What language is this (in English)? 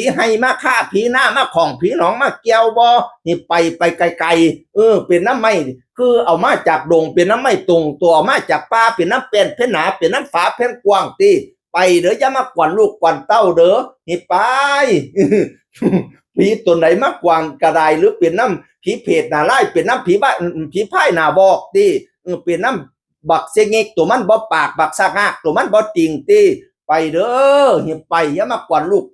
Northeastern Thai